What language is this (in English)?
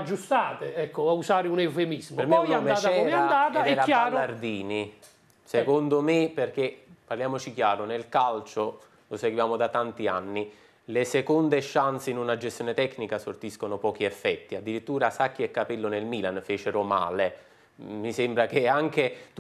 Italian